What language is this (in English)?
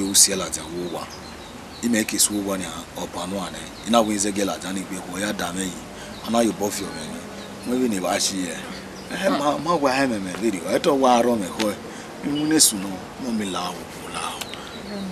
Bini